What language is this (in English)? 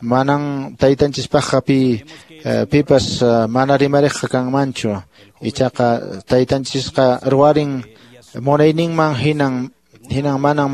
Quechua